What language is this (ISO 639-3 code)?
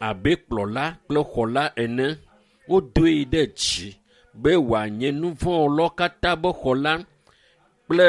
ewe